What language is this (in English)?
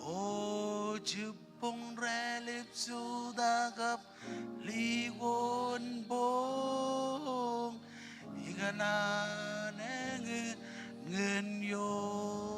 Marshallese